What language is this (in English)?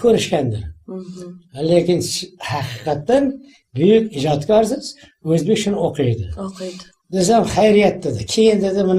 Uzbek